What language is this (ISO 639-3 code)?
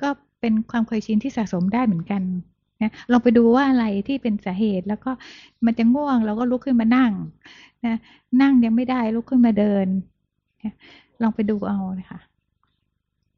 tha